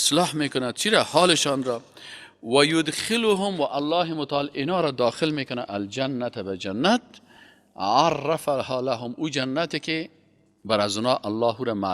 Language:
Persian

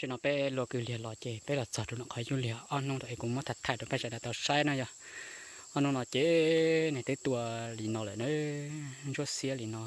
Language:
Hmong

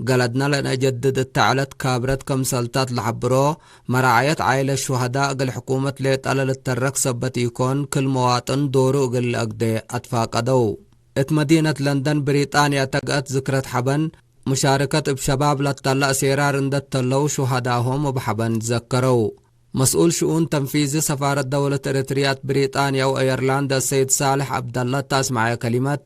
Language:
Tigre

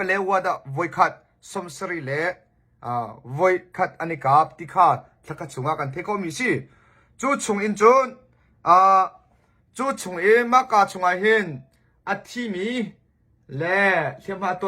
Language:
Hakha Chin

